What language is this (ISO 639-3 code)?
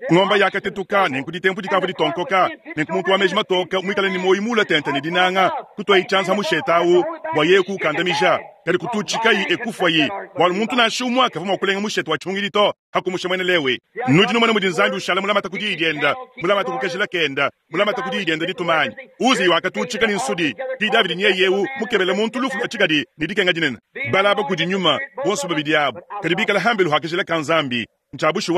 lua